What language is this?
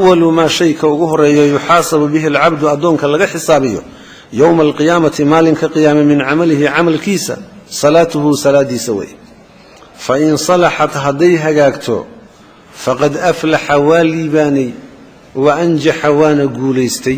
Somali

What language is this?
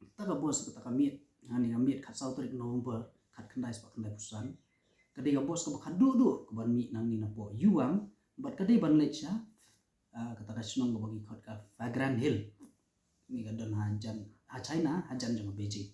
Khasi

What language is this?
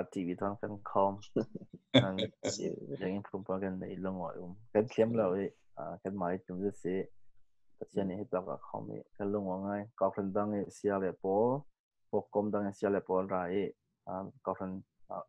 Falam Chin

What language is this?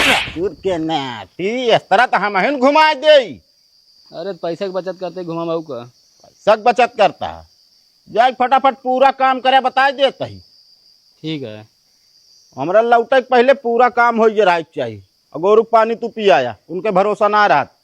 Awadhi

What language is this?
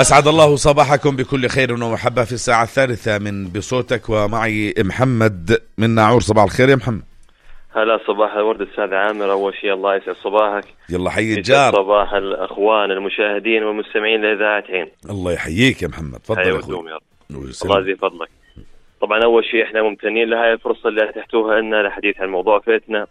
North Levantine Arabic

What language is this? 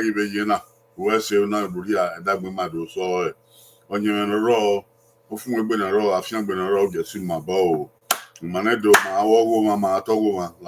Bini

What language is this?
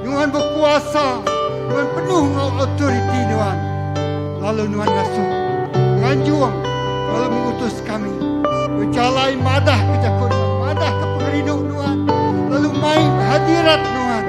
Iban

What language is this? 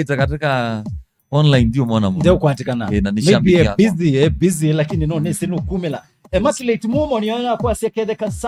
Kamba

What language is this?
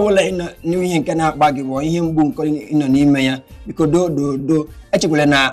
Igbo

